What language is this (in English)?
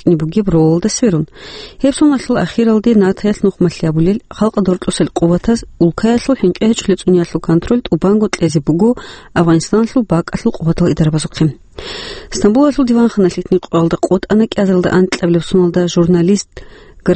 Avaric